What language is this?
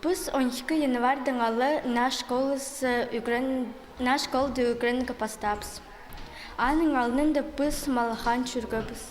Khakas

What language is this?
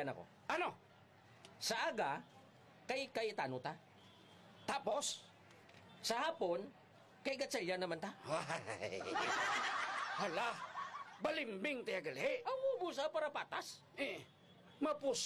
Hiligaynon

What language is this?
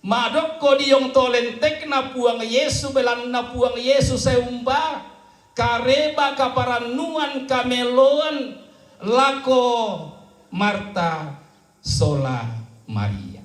Toraja-Sa'dan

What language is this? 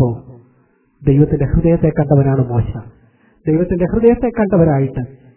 Malayalam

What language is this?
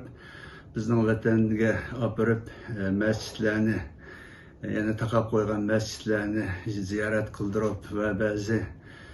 Uyghur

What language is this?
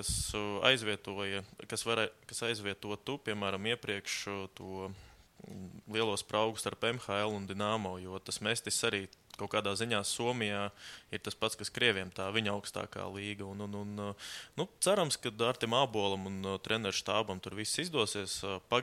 Latvian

